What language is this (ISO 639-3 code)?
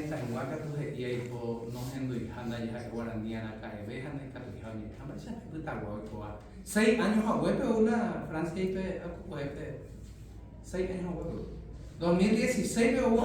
grn